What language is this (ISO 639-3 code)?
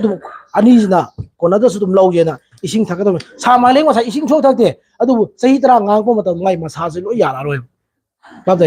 mni